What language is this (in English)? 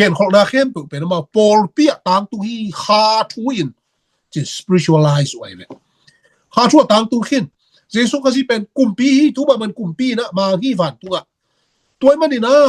Tedim Chin